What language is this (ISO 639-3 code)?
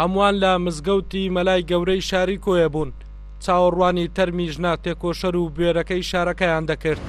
ckb